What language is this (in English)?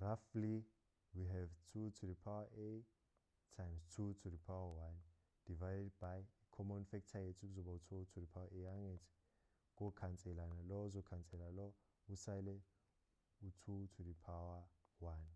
Zulu